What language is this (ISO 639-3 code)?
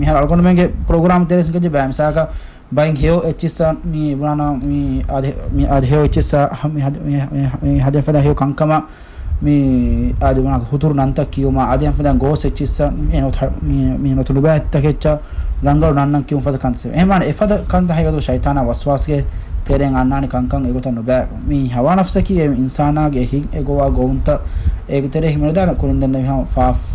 div